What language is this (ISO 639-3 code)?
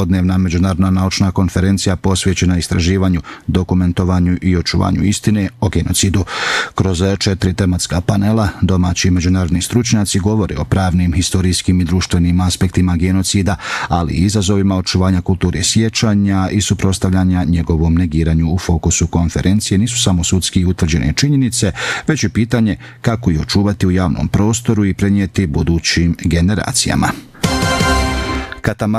bos